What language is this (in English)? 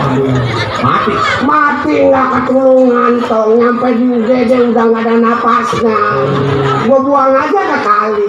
Betawi